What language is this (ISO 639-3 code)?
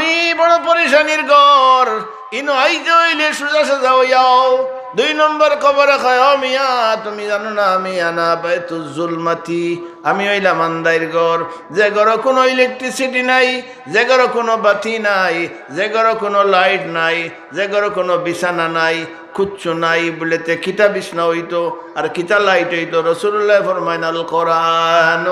syl